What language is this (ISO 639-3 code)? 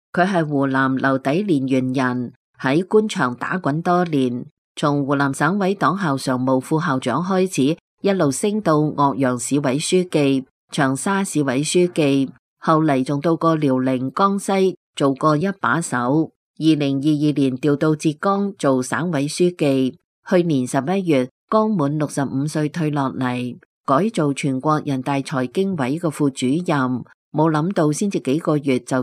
yue